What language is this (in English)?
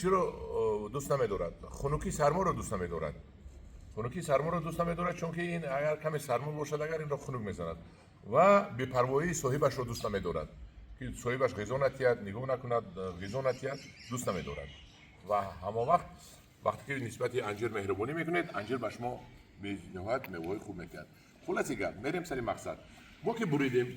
Tajik